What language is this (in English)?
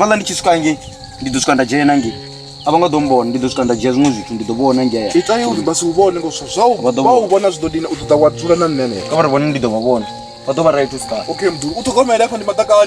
Venda